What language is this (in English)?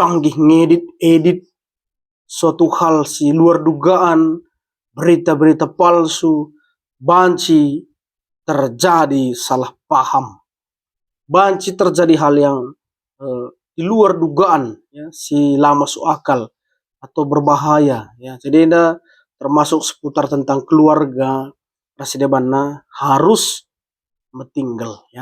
Batak Karo